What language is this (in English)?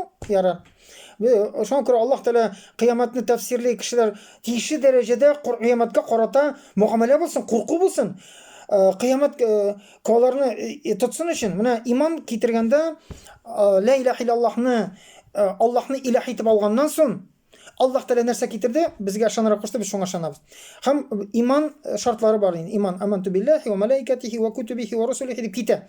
Tatar